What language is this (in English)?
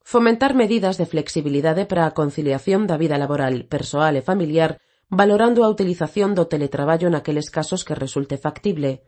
Galician